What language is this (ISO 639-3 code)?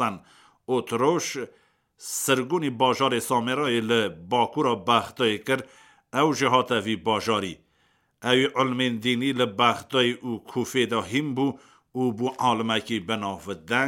kur